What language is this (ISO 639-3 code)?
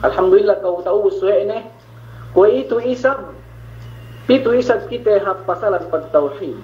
yka